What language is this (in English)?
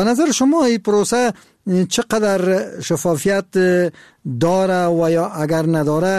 Persian